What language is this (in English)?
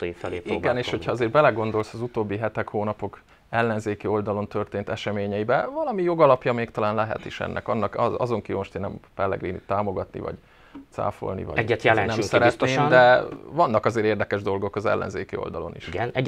Hungarian